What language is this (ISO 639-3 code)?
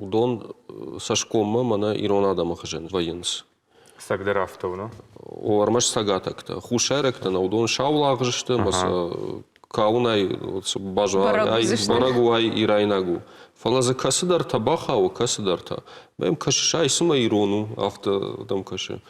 oss